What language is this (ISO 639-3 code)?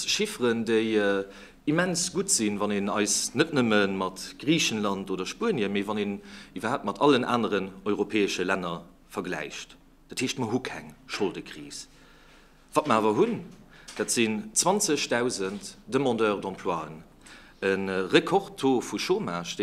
ltz